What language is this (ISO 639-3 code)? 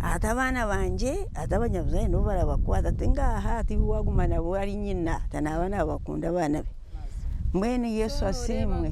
nyn